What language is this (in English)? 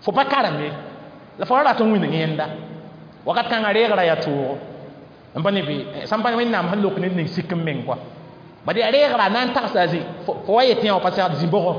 Mossi